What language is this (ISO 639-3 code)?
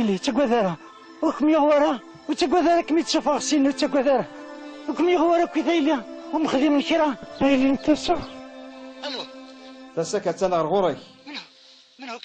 kab